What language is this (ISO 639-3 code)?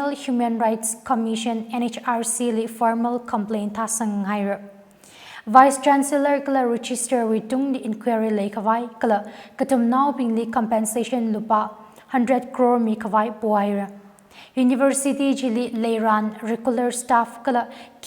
nmf